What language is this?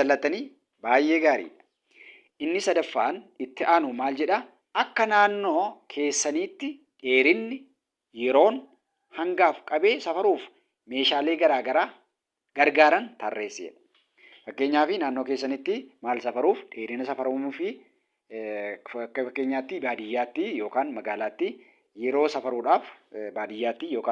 Oromo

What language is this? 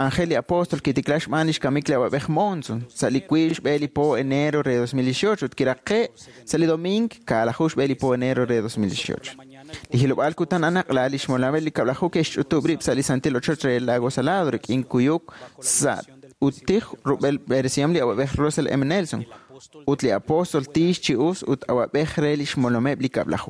Kekchí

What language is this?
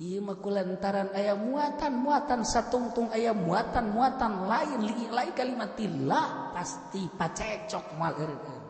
Sundanese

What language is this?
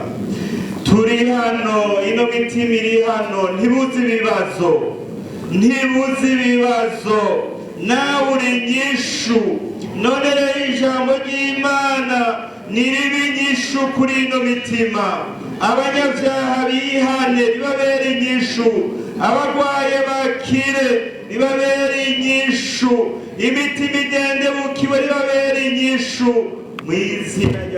Rundi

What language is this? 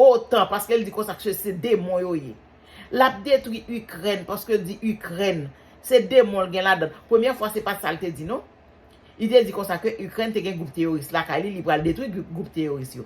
Haitian Creole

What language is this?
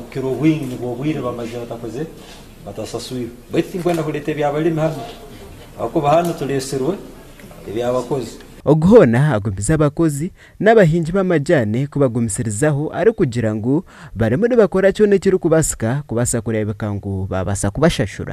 Nyankole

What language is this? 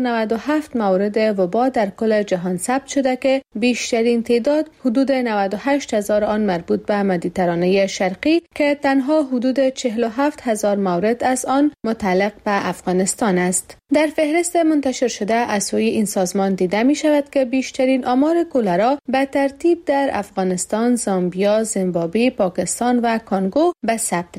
Persian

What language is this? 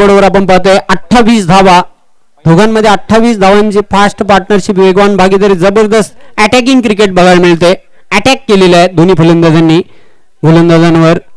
Marathi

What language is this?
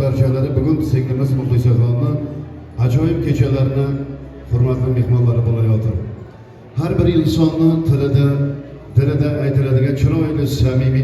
Uzbek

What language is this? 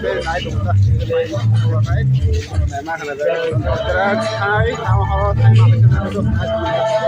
Kok Borok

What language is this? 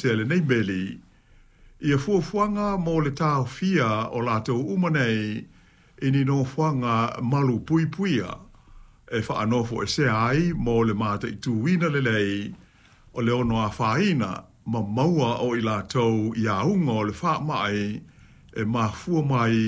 Samoan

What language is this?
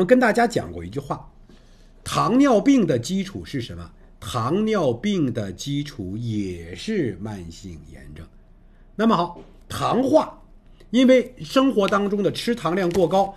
Chinese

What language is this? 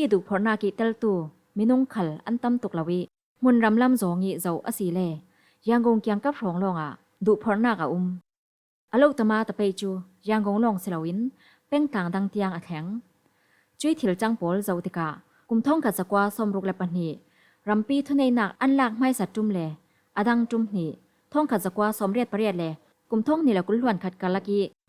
Falam Chin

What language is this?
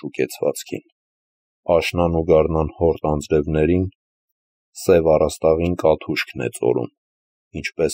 Armenian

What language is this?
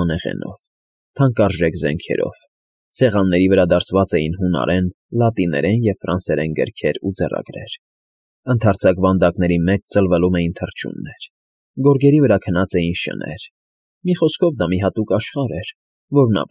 Armenian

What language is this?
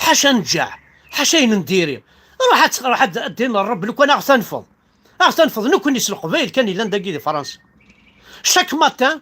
Kabyle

